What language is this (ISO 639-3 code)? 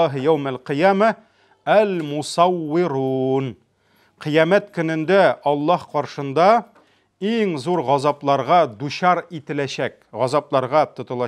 tat